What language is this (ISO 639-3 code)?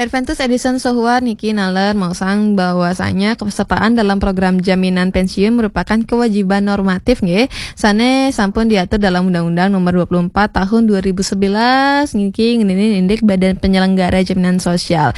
ban